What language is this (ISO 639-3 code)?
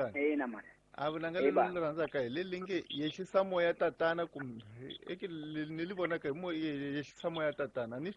tso